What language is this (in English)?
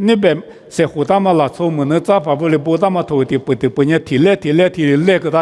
Lisu